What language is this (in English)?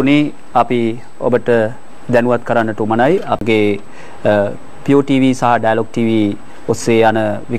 Sinhala